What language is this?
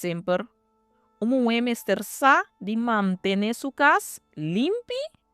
Papiamento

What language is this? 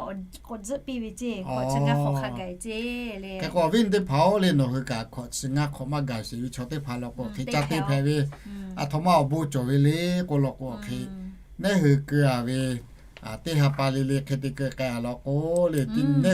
Lahu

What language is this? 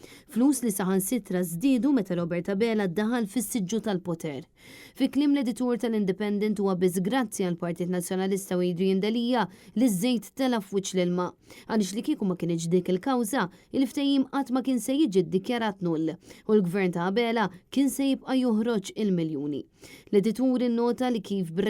Maltese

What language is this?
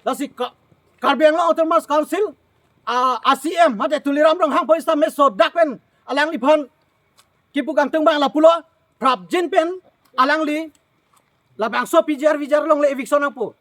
Karbi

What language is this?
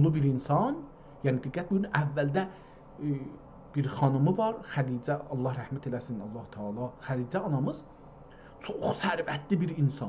South Azerbaijani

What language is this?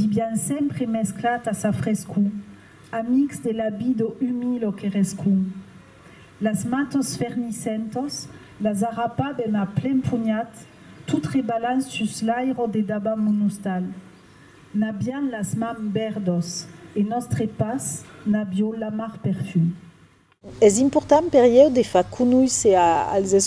Occitan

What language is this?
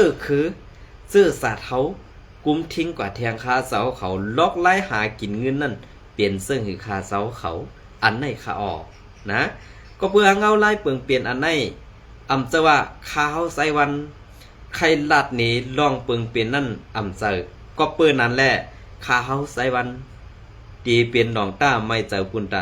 Shan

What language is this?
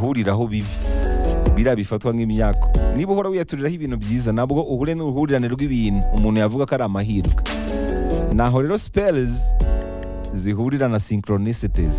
Kinyarwanda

